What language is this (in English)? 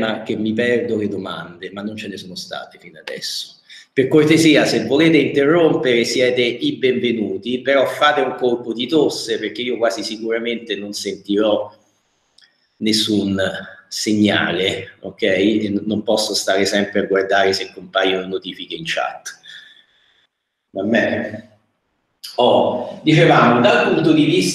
Italian